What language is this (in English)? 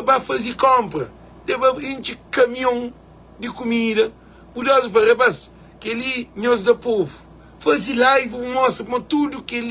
Kabuverdianu